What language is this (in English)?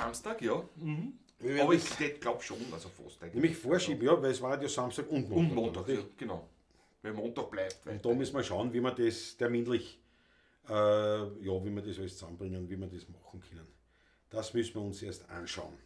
Bavarian